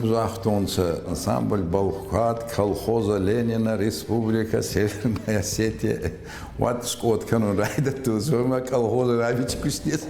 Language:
Ossetic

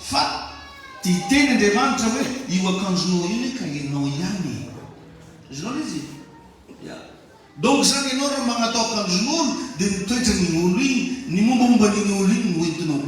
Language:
Malagasy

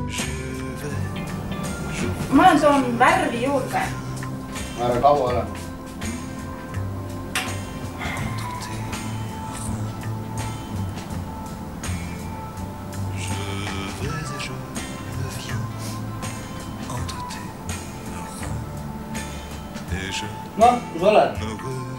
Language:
Estonian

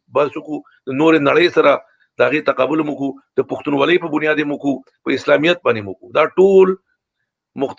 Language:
Pashto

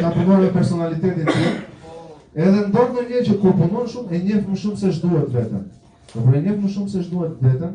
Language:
Albanian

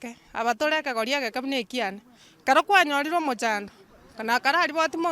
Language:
Gusii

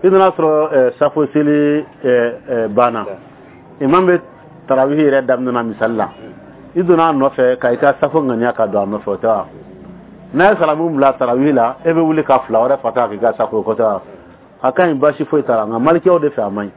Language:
Bambara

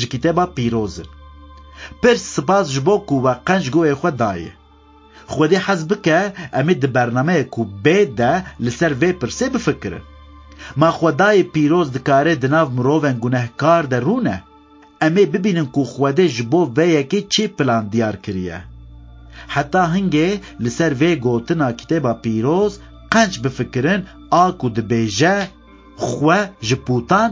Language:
Kurdish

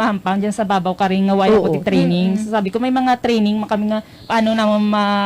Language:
Hiligaynon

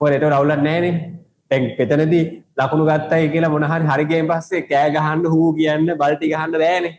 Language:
Sinhala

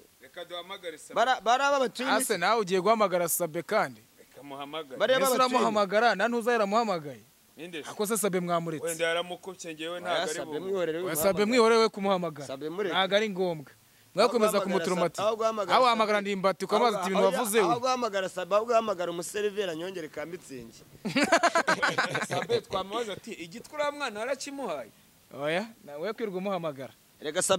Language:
Kinyarwanda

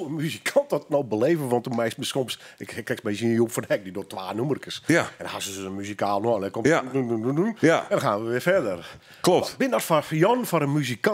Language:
Dutch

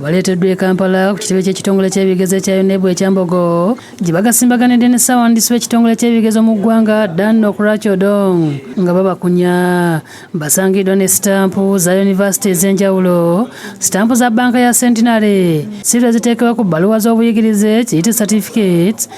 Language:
Ganda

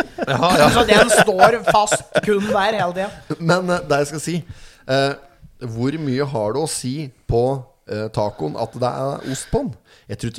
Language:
Norwegian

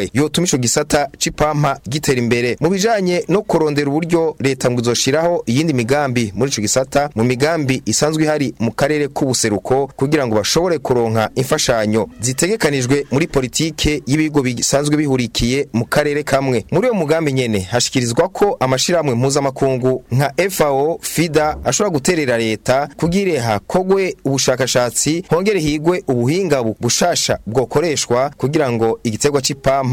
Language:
Rundi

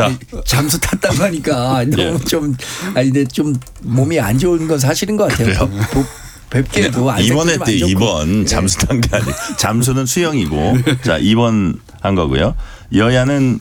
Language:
Korean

